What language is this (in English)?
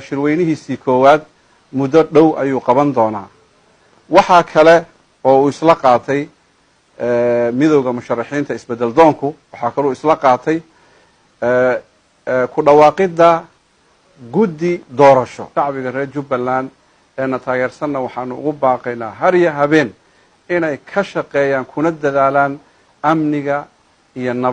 Somali